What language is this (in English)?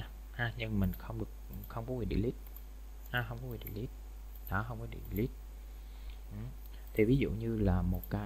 Vietnamese